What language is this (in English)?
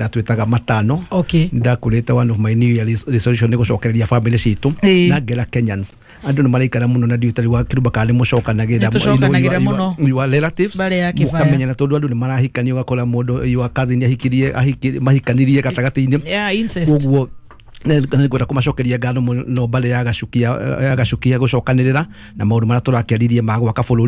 Kikuyu